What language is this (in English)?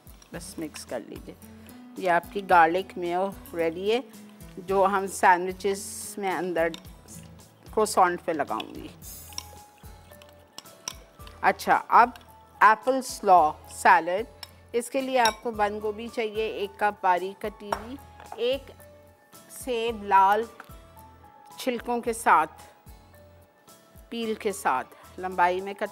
Hindi